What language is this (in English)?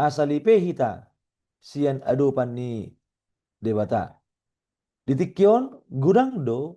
Batak Toba